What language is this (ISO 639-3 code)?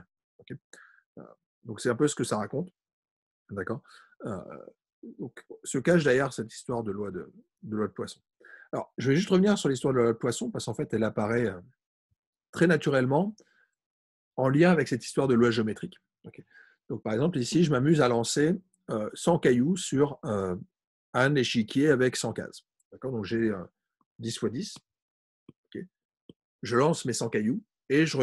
fra